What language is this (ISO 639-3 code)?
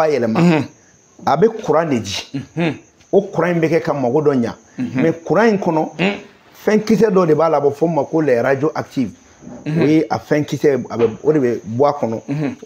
bam